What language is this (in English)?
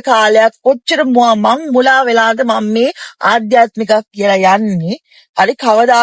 Sinhala